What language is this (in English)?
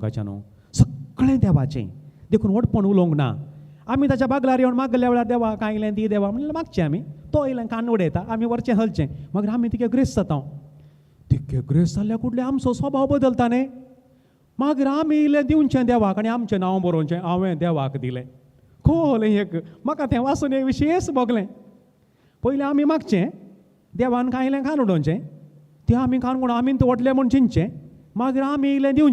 Konkani